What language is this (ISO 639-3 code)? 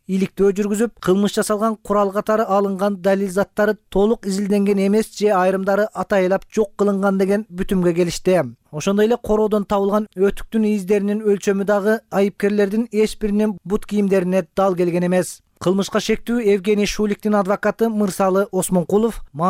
kir